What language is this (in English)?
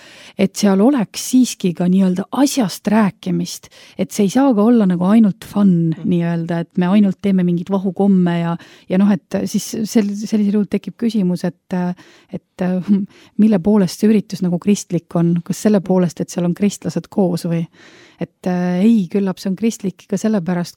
Estonian